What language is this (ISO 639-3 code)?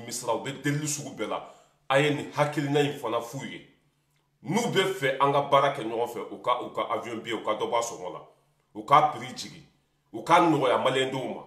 bam